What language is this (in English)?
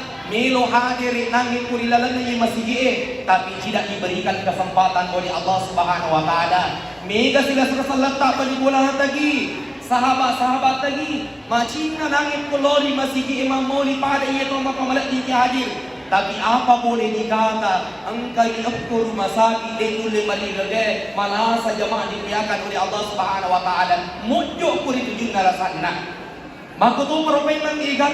Buginese